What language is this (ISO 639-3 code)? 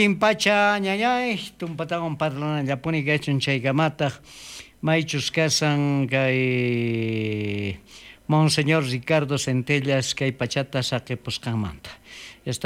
quh